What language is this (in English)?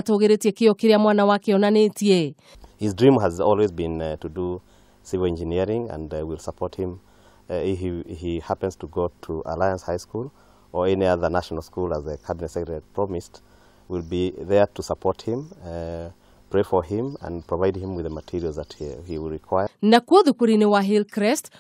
Kikuyu